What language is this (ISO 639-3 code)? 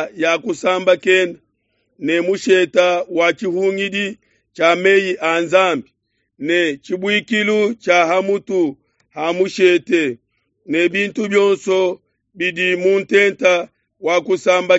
lua